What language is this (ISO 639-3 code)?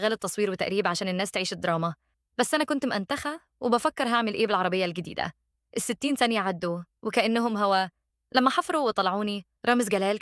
arz